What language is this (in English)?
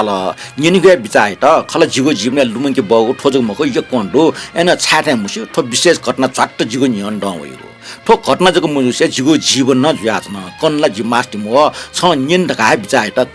Newari